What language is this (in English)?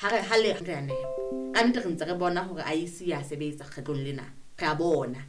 Southern Sotho